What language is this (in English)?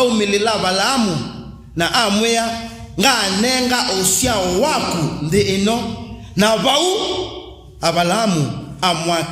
Kamba